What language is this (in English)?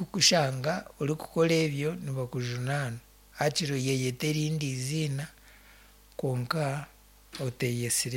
Nyankole